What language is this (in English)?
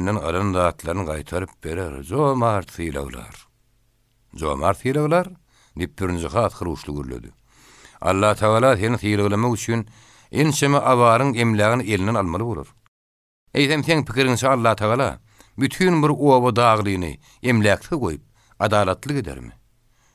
Turkmen